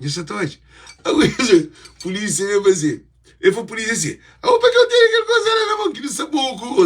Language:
Kabuverdianu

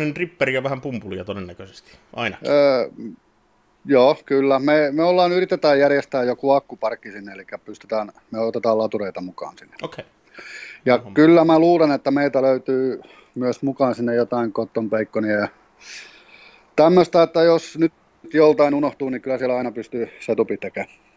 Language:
Finnish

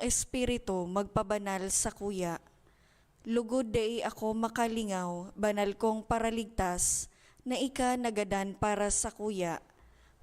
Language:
Bikol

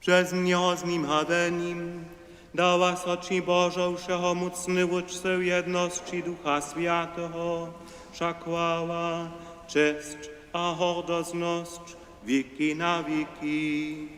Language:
Upper Sorbian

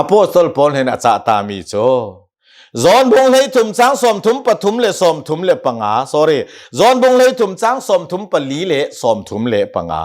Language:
Hakha Chin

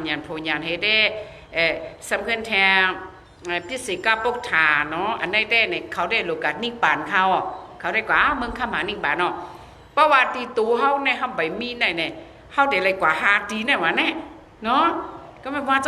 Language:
Shan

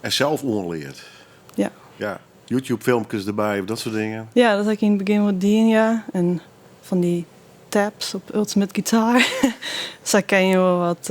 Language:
Western Frisian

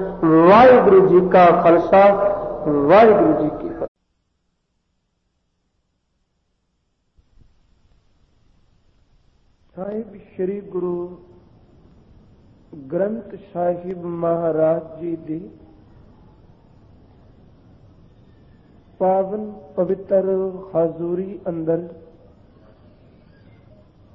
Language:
Punjabi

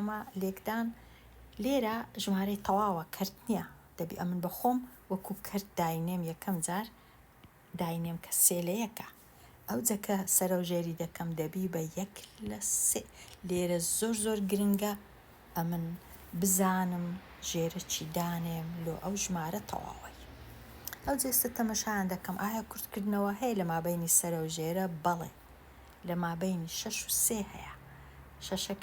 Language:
Central Kurdish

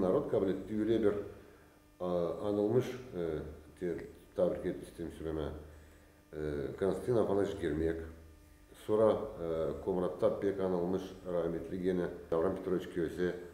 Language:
Gagauz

